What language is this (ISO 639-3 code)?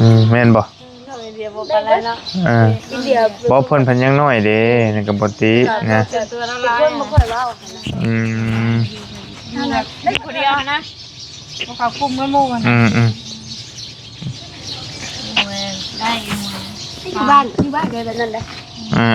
tts